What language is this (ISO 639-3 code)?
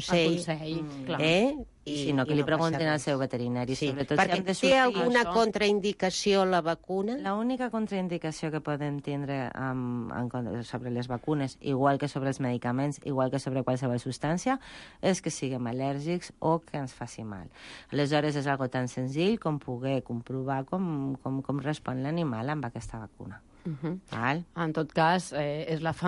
cat